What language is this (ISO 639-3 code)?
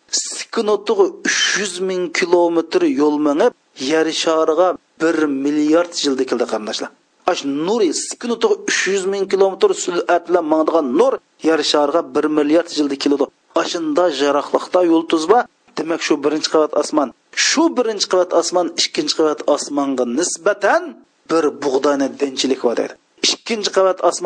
uig